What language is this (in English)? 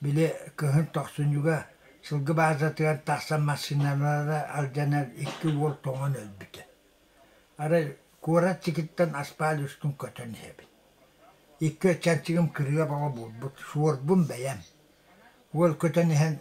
Yakut